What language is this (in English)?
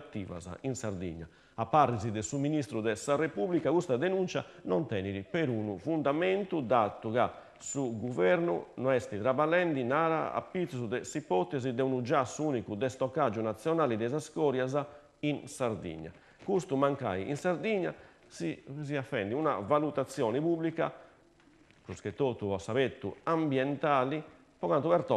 Sardinian